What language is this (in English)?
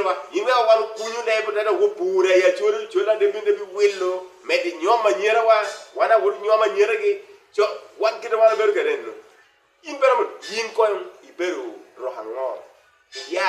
Acoli